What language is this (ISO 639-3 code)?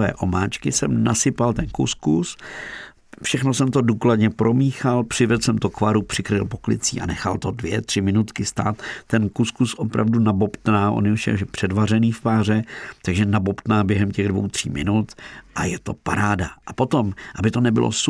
ces